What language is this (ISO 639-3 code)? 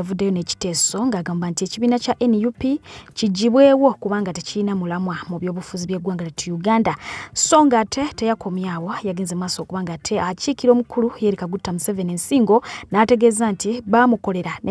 lug